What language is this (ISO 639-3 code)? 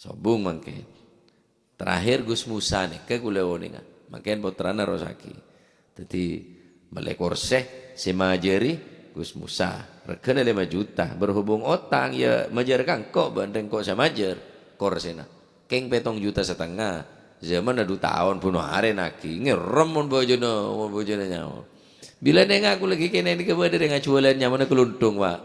mad